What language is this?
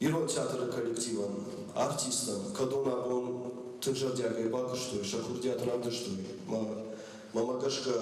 Ossetic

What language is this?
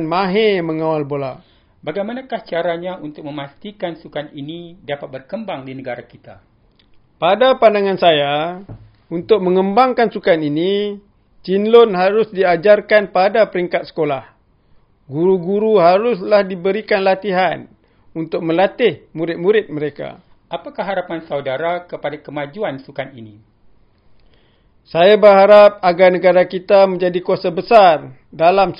Malay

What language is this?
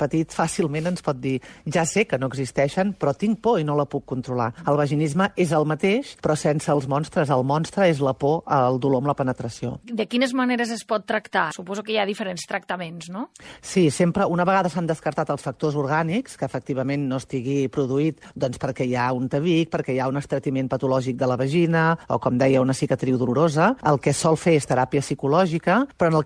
Catalan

